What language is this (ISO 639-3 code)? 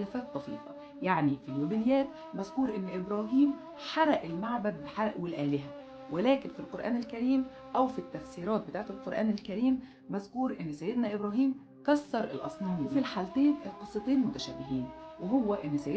arz